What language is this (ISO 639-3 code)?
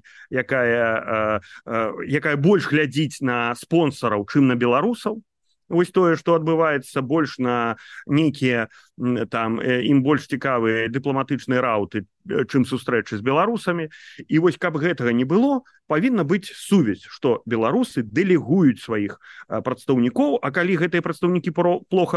bel